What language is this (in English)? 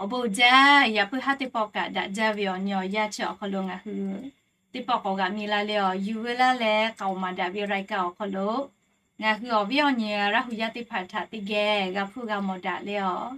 Lahu